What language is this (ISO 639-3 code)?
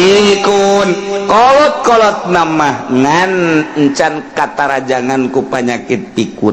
sun